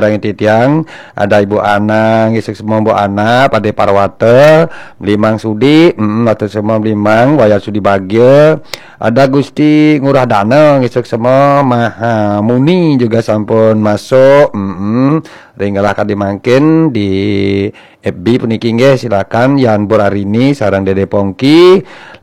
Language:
Balinese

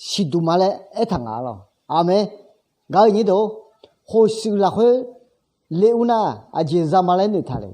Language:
Akha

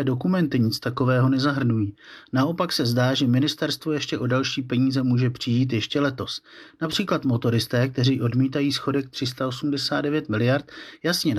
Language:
Czech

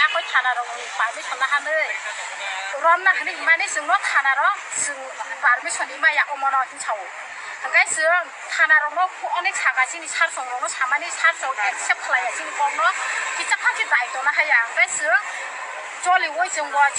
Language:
Kok Borok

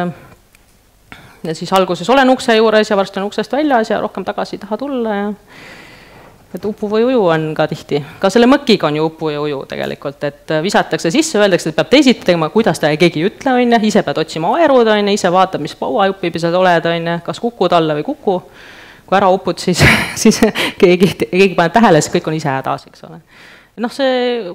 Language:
Estonian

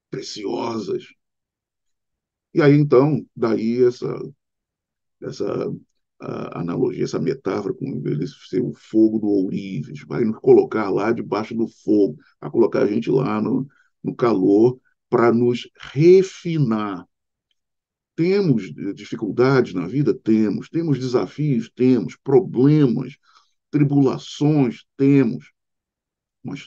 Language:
Portuguese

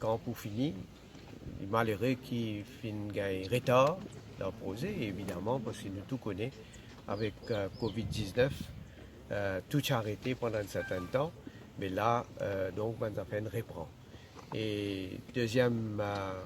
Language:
Morisyen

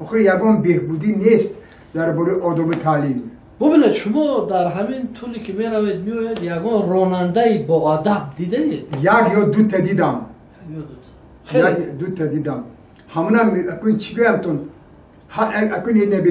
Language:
Tajik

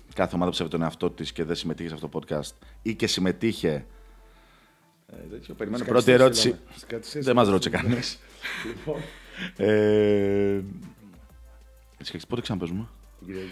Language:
Greek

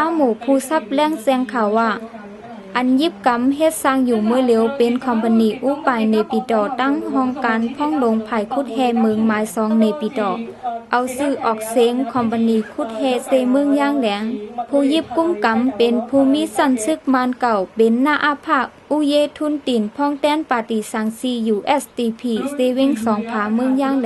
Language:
Shan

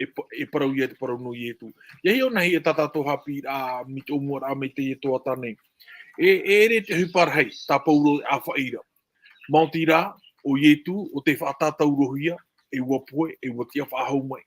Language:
Tahitian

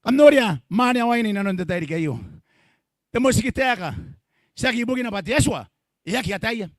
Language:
Gilbertese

